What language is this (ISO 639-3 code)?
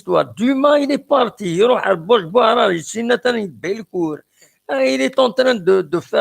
kab